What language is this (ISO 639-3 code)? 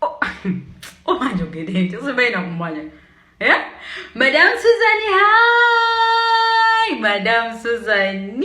lug